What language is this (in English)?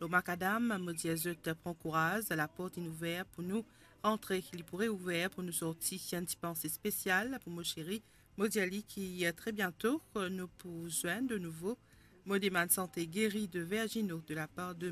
Morisyen